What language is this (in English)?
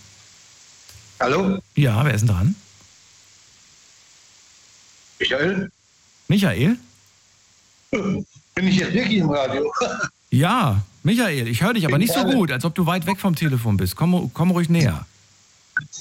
German